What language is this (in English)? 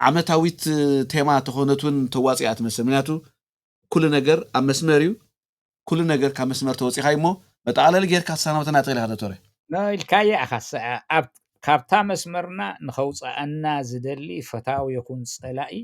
Tigrinya